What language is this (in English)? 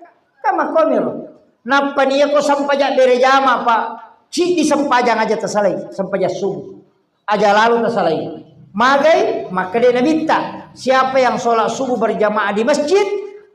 Buginese